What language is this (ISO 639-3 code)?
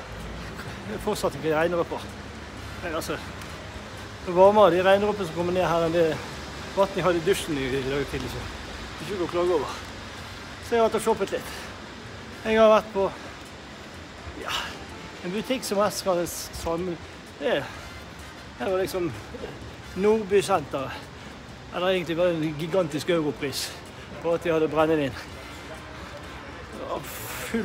nor